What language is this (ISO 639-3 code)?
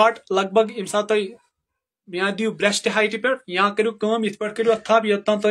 kas